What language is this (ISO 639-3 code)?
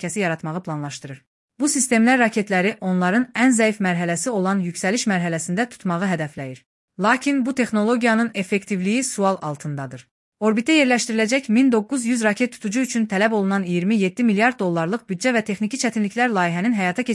aze